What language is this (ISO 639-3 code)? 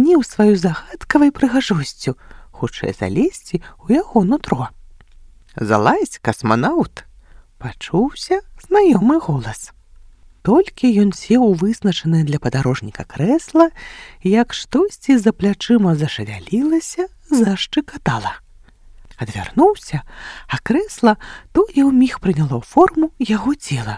bel